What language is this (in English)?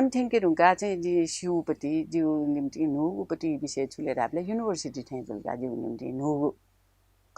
Newari